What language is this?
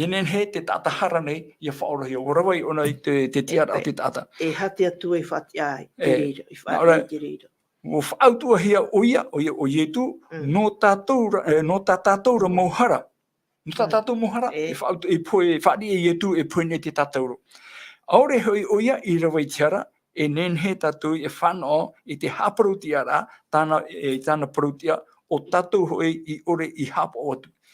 Tahitian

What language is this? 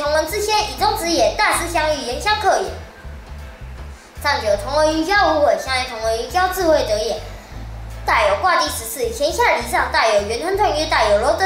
Literary Chinese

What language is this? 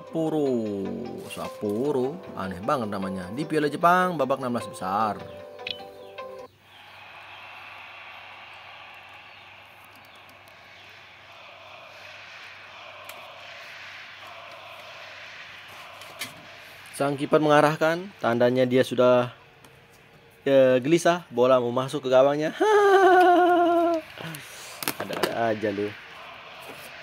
Indonesian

